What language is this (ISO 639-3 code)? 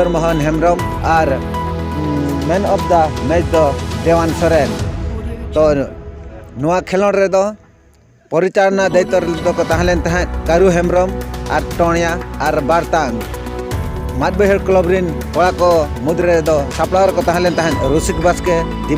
sat